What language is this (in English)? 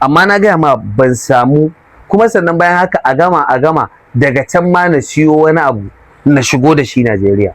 Hausa